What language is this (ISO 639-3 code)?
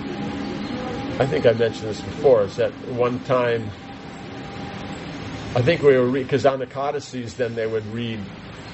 eng